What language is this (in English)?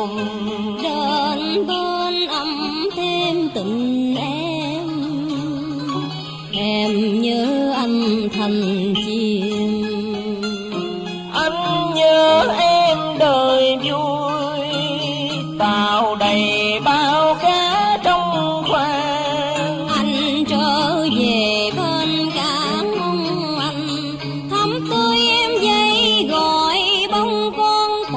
Vietnamese